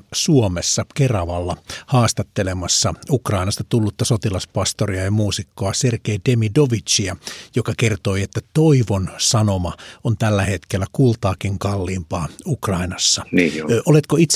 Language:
Finnish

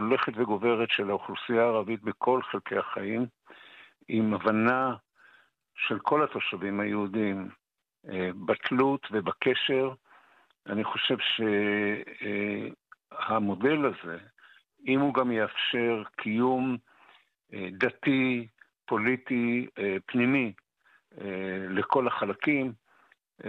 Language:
Hebrew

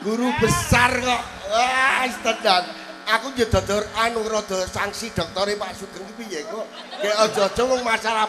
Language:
Javanese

